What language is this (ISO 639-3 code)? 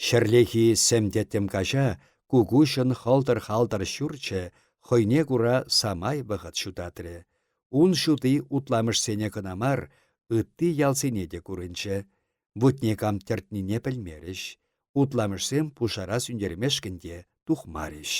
chv